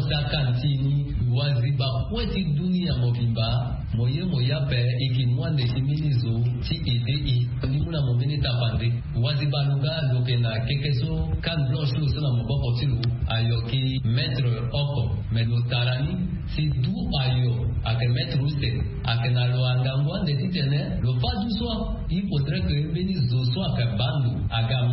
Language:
Sango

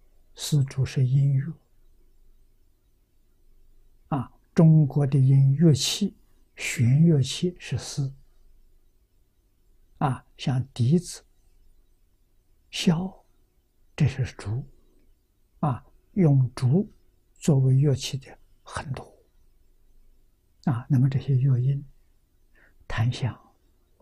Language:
Chinese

